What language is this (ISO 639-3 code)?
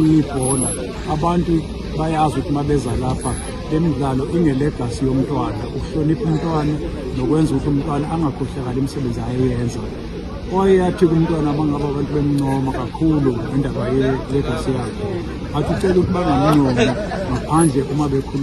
zul